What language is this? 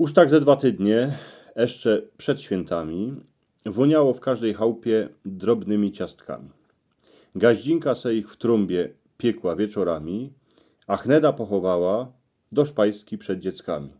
Silesian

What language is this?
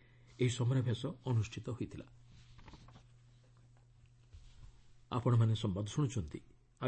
Odia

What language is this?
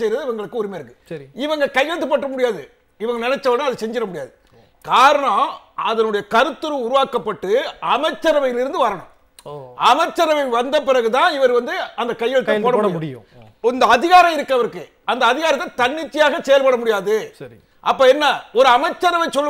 Tamil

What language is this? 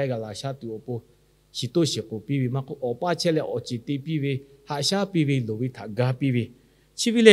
Lahu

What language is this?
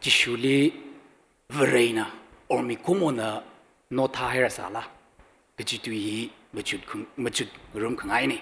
Tangkhul Naga (India)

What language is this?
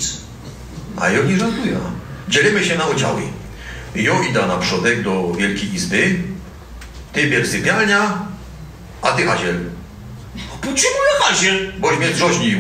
Silesian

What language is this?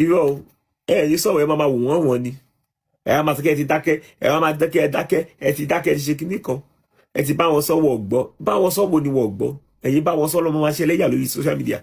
Yoruba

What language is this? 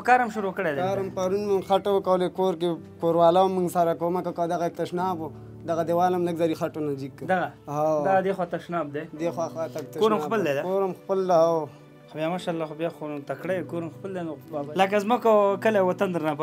Pashto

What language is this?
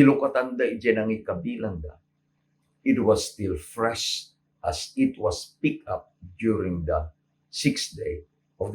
Iloko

